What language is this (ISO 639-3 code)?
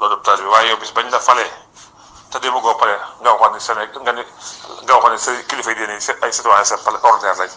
wol